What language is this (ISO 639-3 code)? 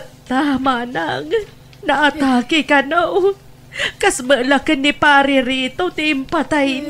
ilo